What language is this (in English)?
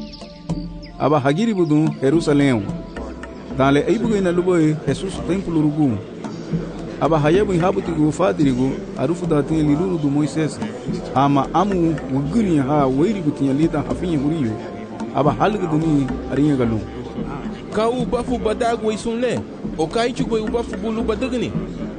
Garifuna